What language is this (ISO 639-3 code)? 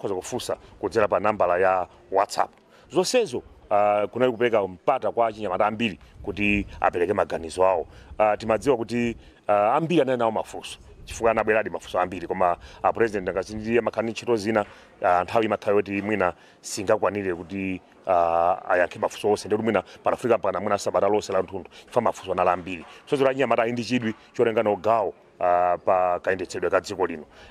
nya